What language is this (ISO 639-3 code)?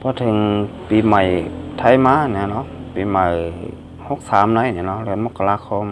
shn